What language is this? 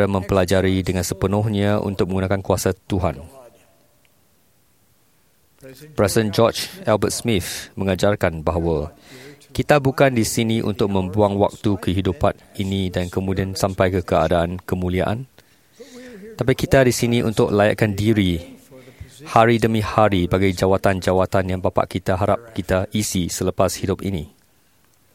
Malay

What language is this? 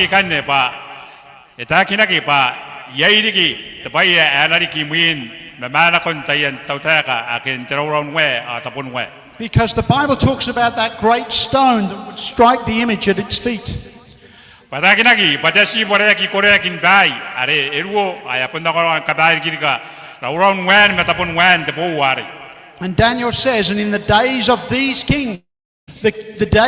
Gilbertese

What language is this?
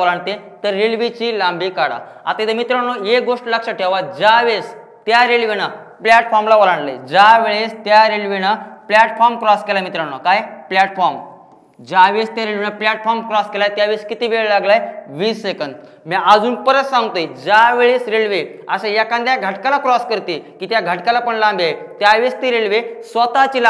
Marathi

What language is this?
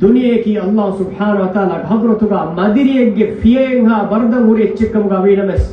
Divehi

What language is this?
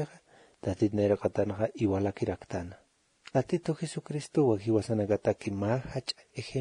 Aymara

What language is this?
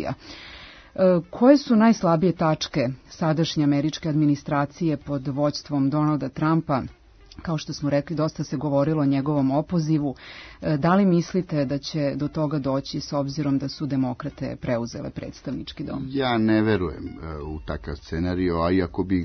Serbian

